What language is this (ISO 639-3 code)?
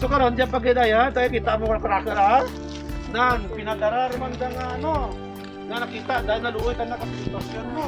krj